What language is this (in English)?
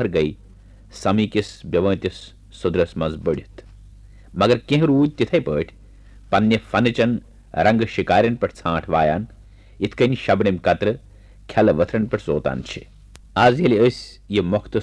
Kashmiri